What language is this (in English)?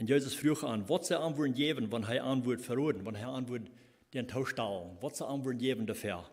Plautdietsch